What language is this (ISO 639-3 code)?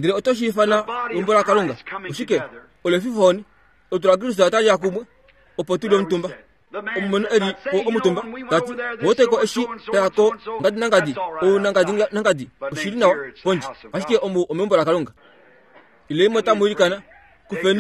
kua